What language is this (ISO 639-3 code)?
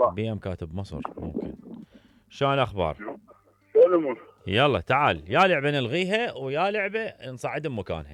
acm